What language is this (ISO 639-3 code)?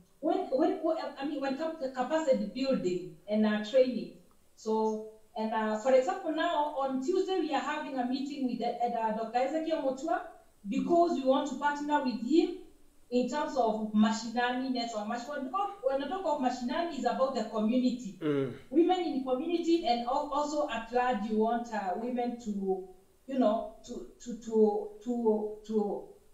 eng